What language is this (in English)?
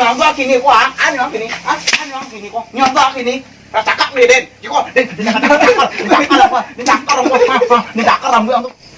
Minangkabau